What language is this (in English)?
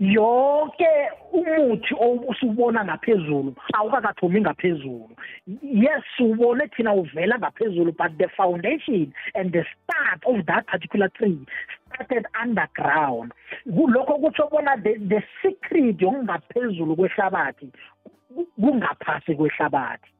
South Ndebele